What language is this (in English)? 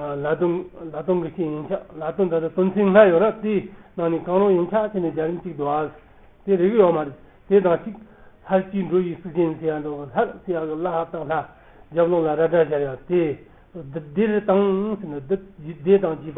Tibetan